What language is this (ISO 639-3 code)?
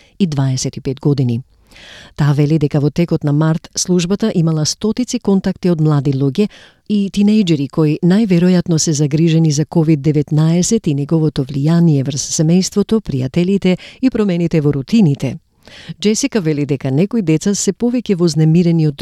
mkd